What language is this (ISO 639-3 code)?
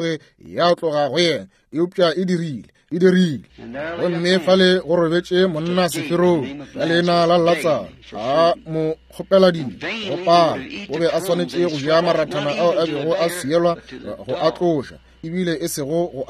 nso